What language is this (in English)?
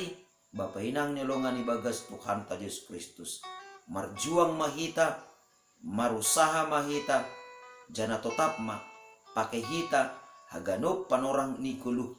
Batak Simalungun